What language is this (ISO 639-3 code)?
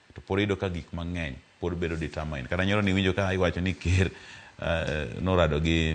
luo